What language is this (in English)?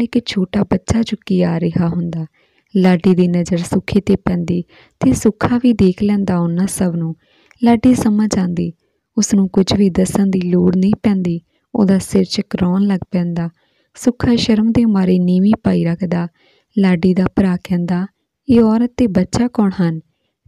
Punjabi